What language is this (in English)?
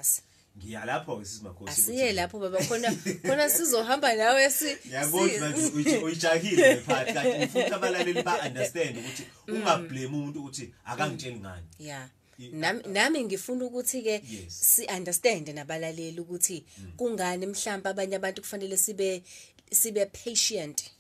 Zulu